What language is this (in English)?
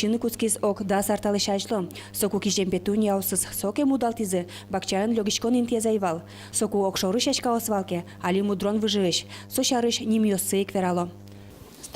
Udmurt